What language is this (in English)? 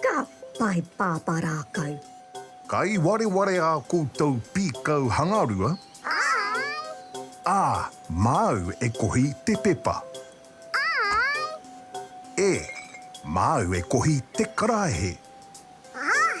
Māori